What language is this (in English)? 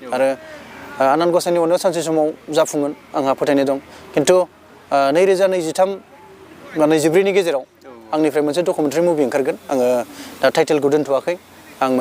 Bodo